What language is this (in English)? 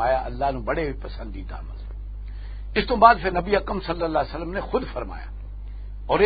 Western Panjabi